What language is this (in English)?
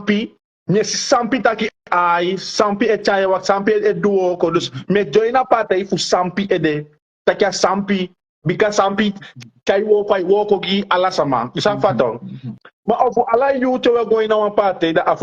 Sranan Tongo